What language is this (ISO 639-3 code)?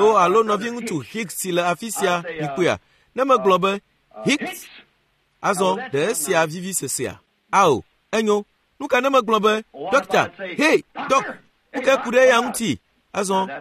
ewe